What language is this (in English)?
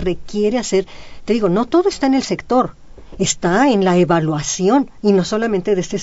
Spanish